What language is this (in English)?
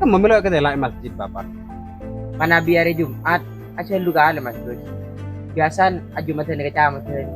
Madurese